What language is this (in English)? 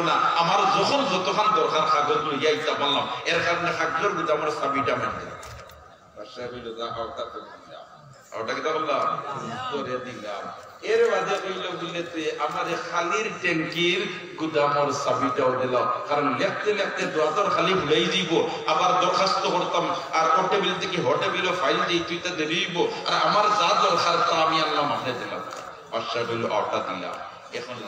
Sylheti